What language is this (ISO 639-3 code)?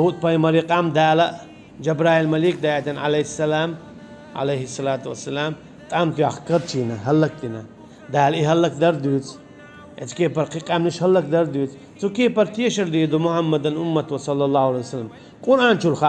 che